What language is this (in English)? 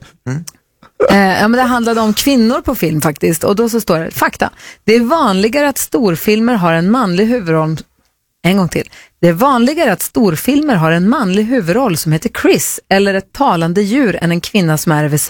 Swedish